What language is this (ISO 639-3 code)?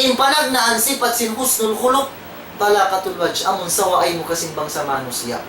tsg